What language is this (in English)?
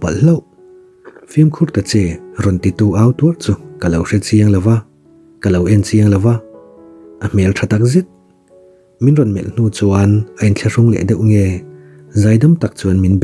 Mizo